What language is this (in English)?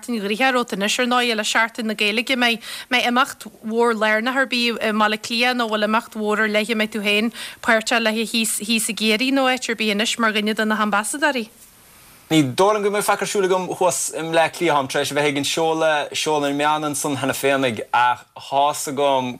Irish